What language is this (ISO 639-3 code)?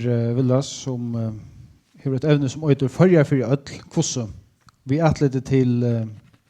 fao